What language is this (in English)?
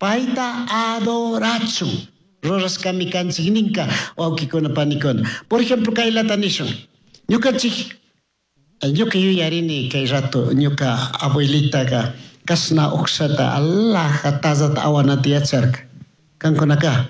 Chimborazo Highland Quichua